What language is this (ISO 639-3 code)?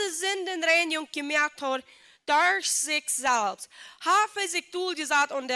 pdt